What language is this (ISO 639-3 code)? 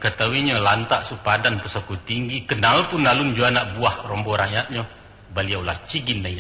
min